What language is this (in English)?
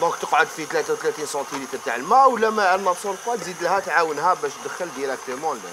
Algerian Arabic